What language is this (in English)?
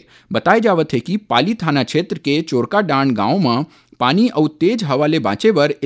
Chhattisgarhi